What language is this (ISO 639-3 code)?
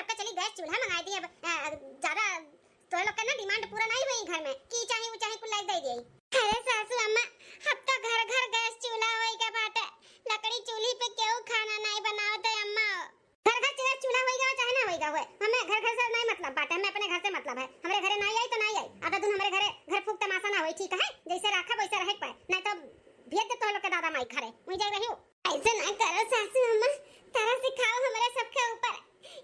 awa